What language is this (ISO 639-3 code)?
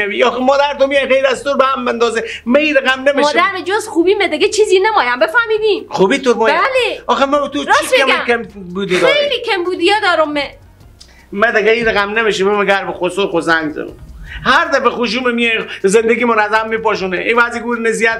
fas